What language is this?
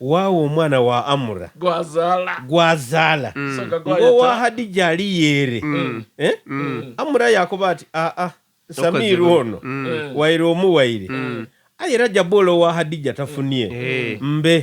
Soga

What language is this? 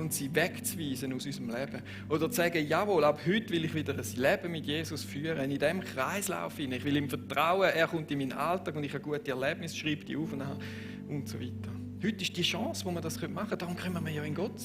Swiss German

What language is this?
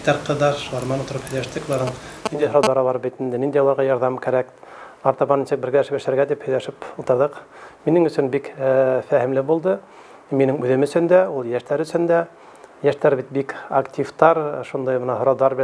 Bashkir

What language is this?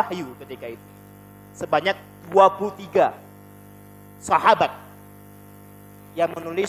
Indonesian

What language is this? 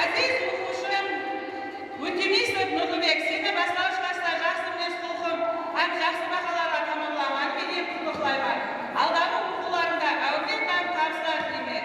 Kara-Kalpak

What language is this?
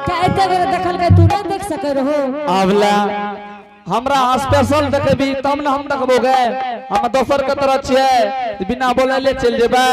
Angika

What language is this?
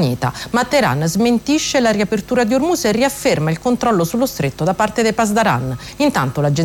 Italian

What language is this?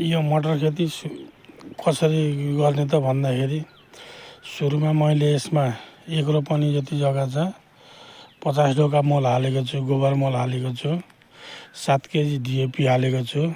Nepali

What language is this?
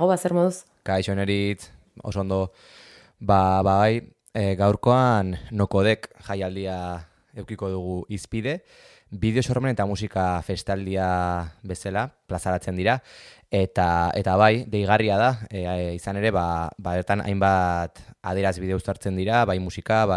Basque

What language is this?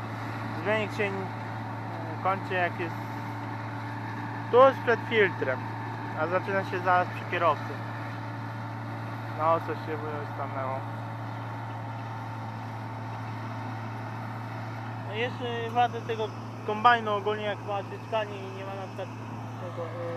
Polish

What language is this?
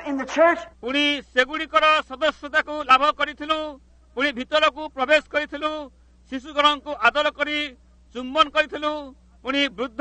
Odia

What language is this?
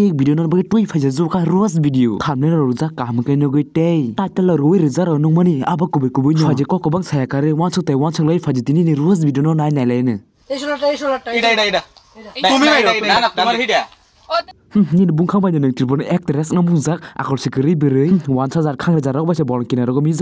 Kok Borok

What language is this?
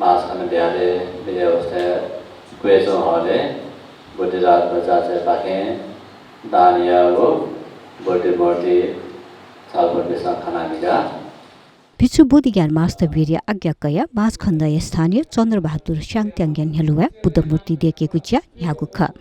Newari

